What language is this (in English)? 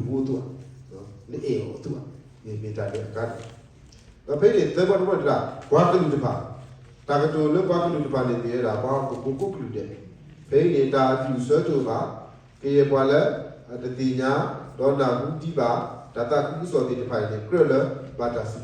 S'gaw Karen